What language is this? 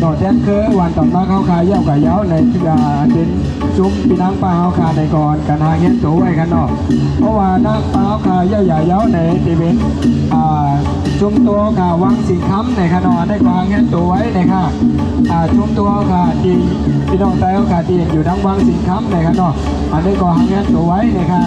Shan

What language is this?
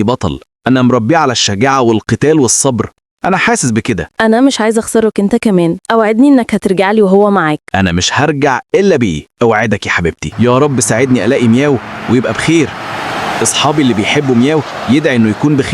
Egyptian Arabic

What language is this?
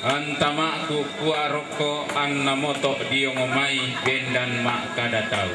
Toraja-Sa'dan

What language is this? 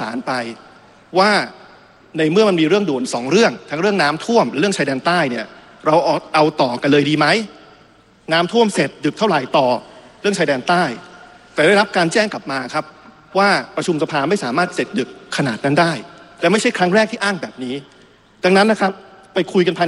Thai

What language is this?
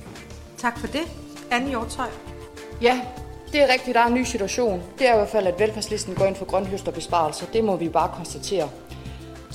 Danish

